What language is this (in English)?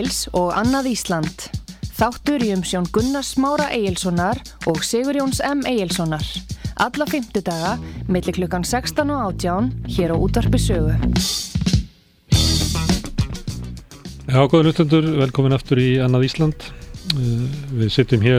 Icelandic